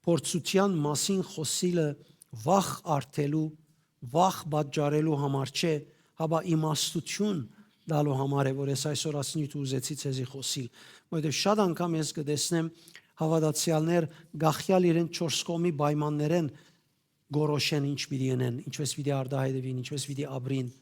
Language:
Western Armenian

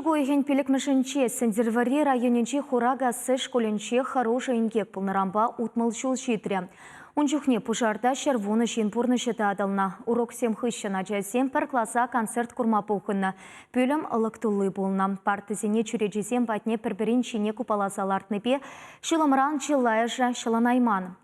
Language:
Chuvash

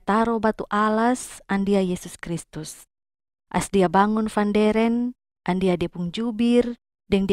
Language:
Kupang Malay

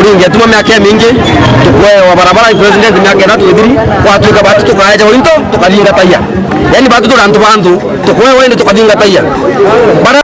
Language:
Meru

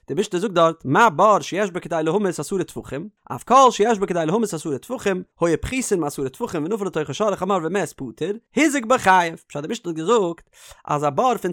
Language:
Yiddish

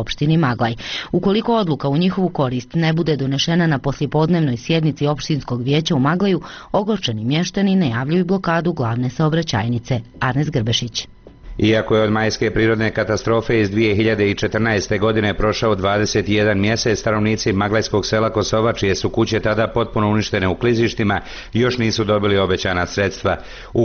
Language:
Bosnian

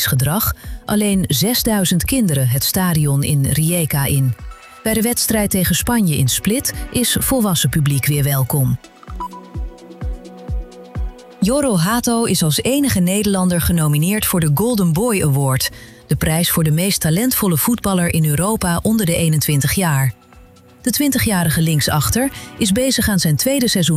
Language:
Dutch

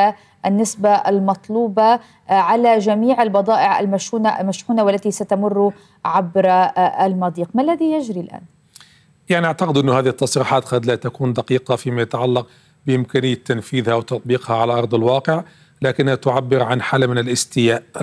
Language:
Arabic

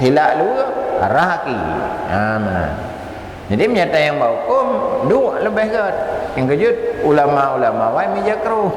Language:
Achinese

